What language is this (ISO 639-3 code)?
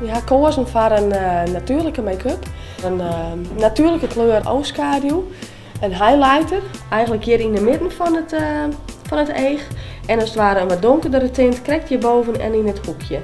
fry